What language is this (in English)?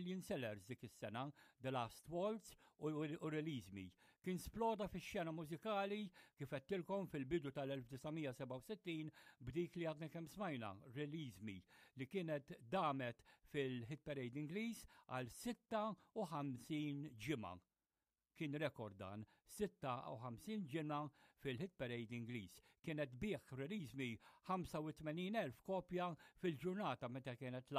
Maltese